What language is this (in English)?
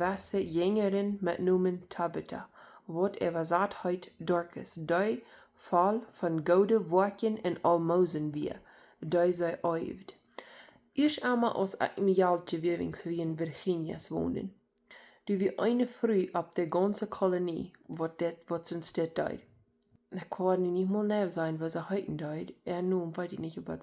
Plautdietsch